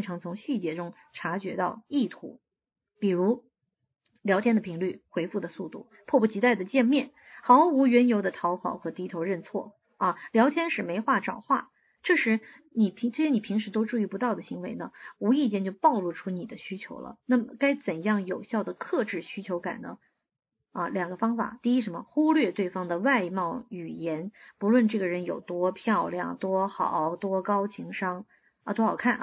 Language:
Chinese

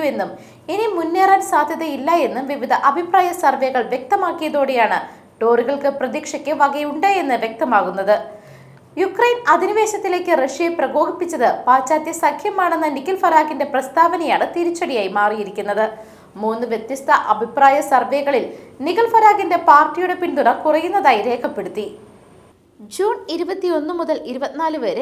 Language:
Malayalam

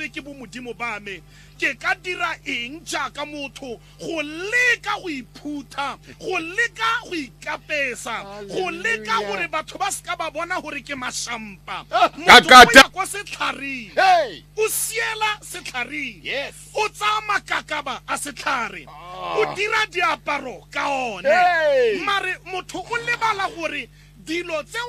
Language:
Tswana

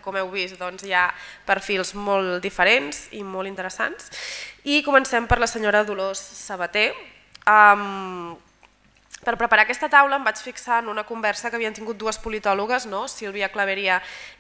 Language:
Catalan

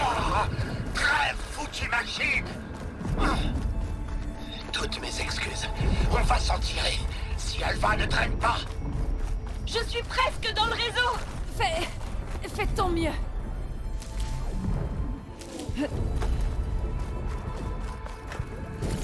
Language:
French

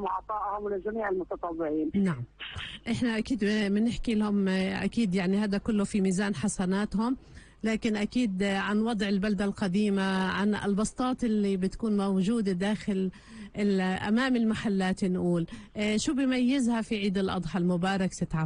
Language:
North Levantine Arabic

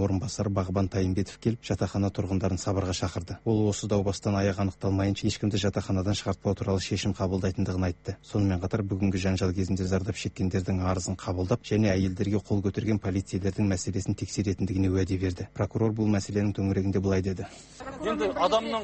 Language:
Kazakh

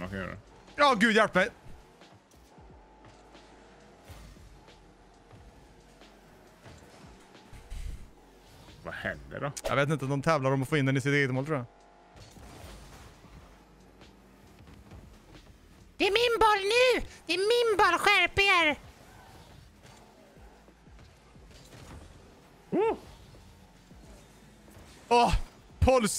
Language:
Swedish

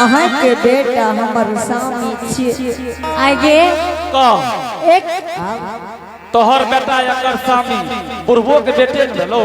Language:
Angika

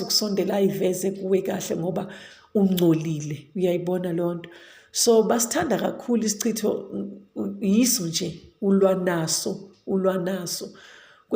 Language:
Zulu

